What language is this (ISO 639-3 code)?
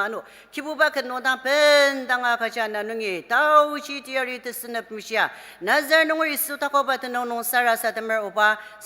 njo